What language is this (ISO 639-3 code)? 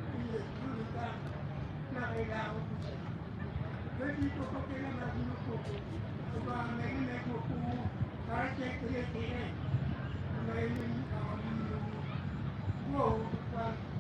ach